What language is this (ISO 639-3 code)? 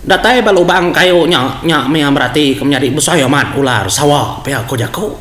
iba